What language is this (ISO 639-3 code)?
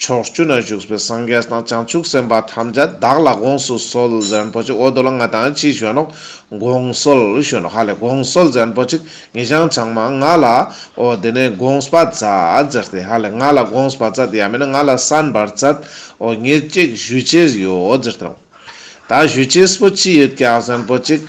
lbj